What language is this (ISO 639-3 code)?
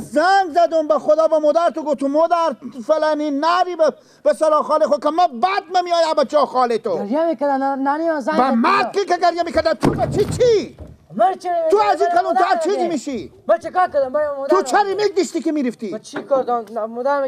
fas